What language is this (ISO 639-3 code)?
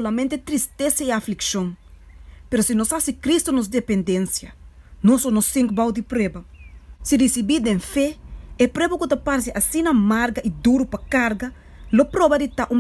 pap